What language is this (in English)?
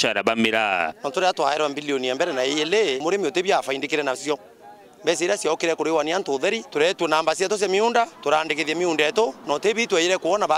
Meru